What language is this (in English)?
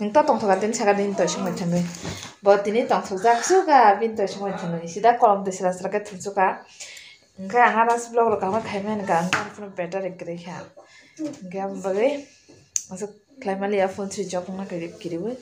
Kok Borok